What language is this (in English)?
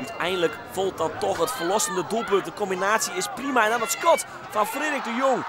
Western Frisian